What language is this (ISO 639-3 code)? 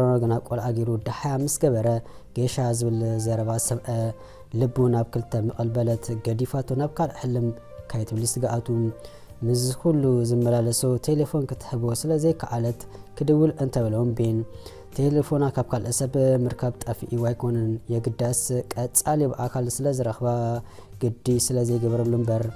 tir